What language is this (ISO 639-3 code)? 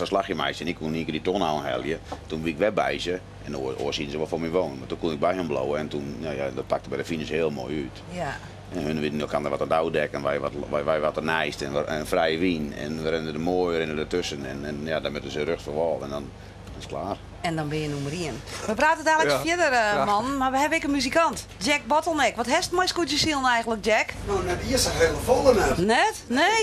fry